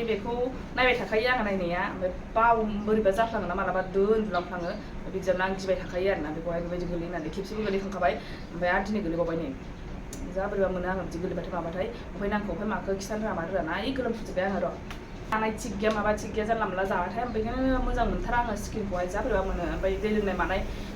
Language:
Bodo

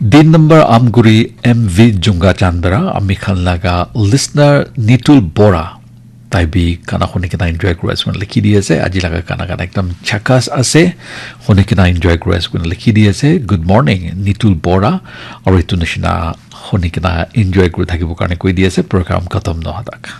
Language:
Naga Pidgin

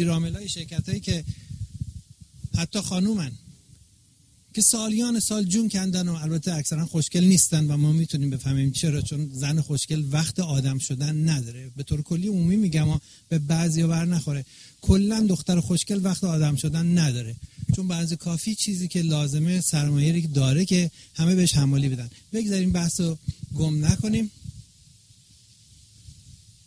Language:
Persian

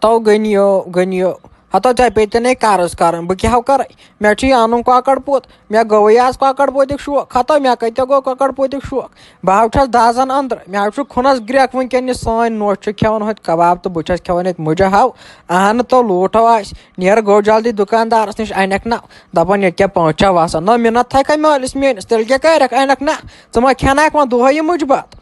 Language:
Kashmiri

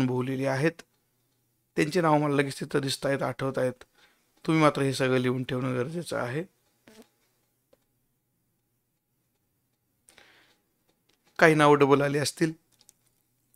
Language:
Marathi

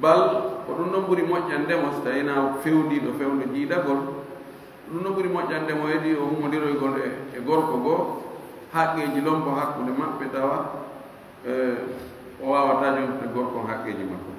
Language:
Fula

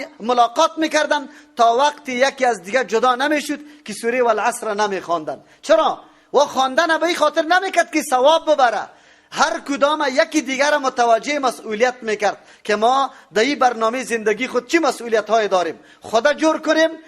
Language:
Persian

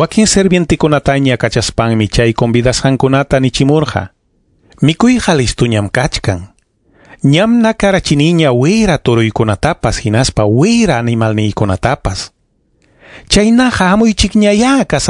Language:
Ayacucho Quechua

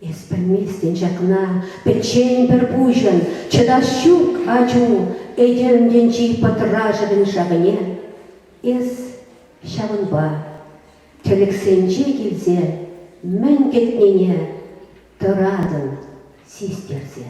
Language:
Chuvash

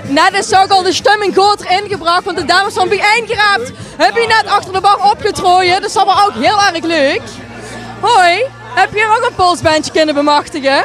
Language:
Limburgish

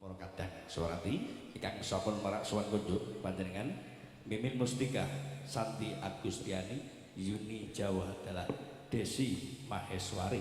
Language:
Javanese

